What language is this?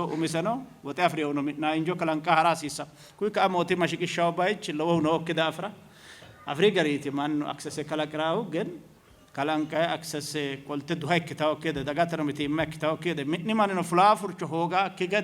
Sidamo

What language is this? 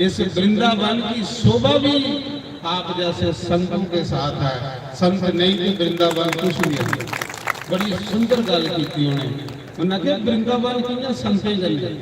Dogri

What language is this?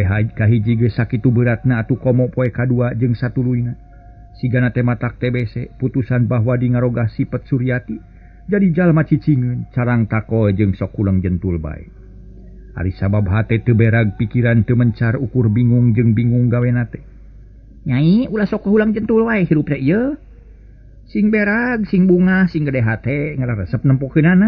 Sundanese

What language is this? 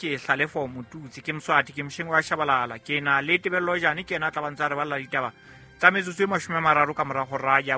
Southern Sotho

